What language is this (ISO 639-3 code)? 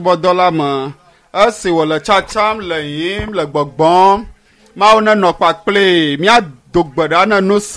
ewe